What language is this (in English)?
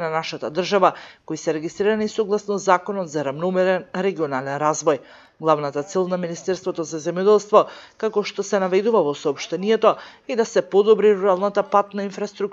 Macedonian